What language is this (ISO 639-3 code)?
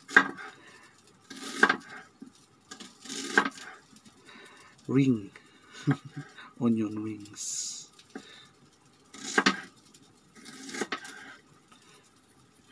fil